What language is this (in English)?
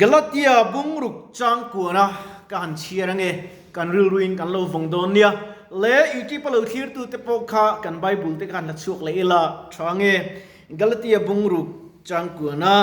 Mizo